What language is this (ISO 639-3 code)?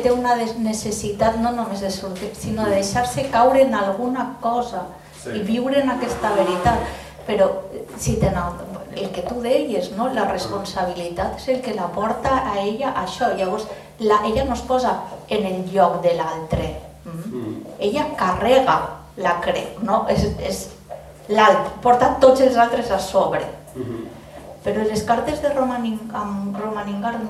cat